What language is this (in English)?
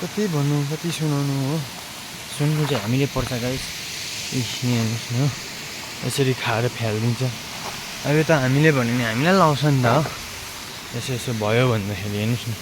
Nepali